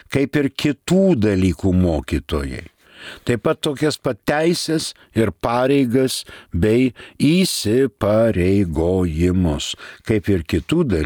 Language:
Lithuanian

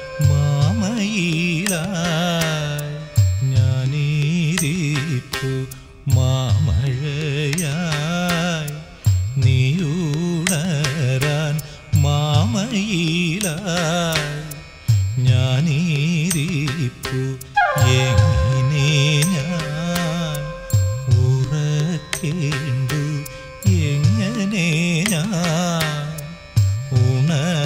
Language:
Malayalam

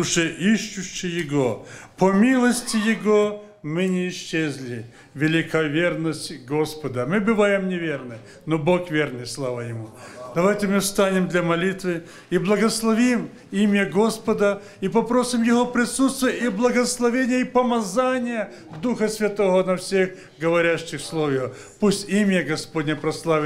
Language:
Russian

